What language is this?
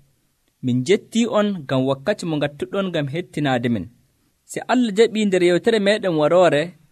Nigerian Fulfulde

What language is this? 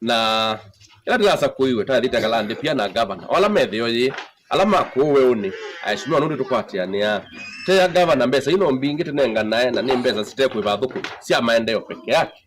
Kamba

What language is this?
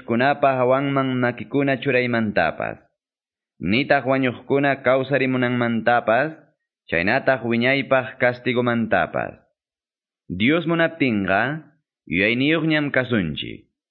Quechua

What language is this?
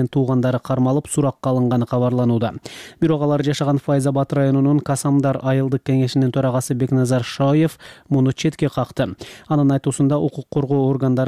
Kyrgyz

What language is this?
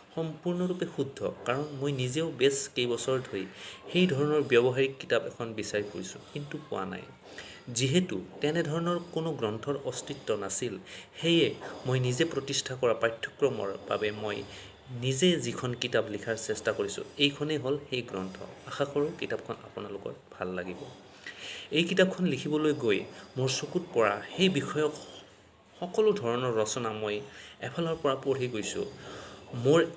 Assamese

